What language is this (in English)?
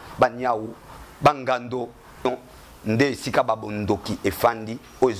Lingala